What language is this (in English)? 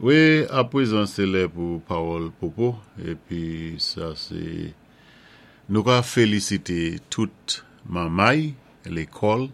Saint Lucian Creole French